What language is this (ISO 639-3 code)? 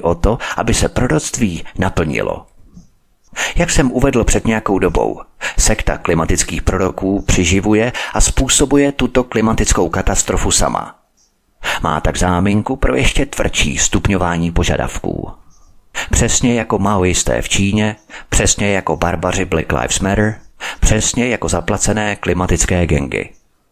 ces